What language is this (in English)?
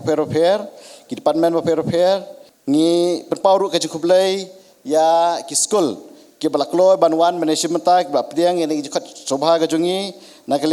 Khasi